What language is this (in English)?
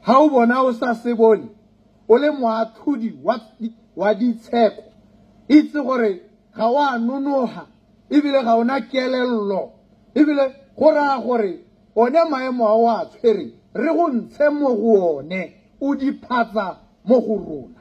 Tswana